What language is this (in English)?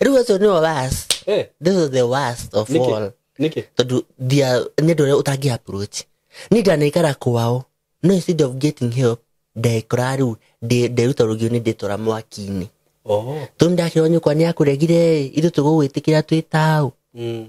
Kikuyu